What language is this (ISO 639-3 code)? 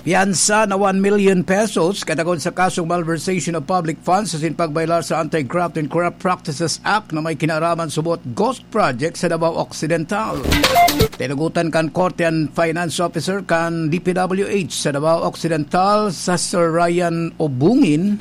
bik